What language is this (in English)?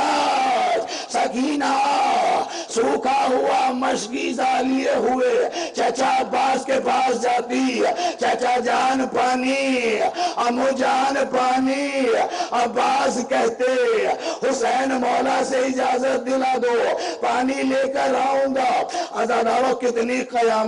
Urdu